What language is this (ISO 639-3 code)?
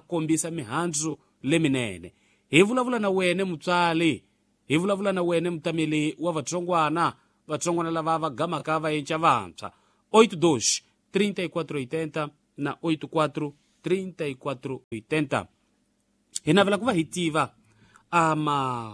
tso